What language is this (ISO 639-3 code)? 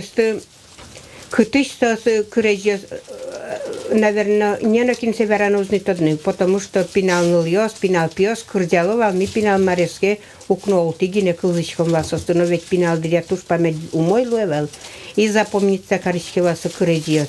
udm